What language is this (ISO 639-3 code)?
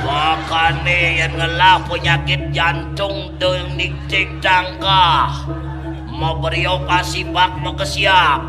ban